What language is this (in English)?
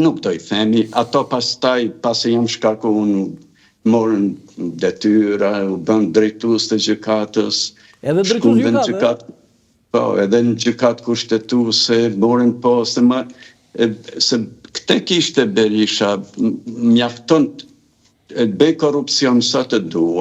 Albanian